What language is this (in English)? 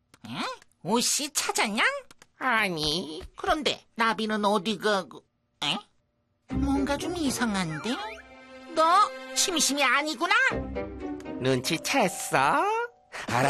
Korean